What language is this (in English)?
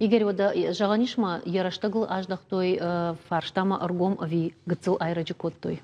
Ossetic